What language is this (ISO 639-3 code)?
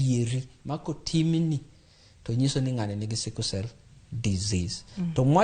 luo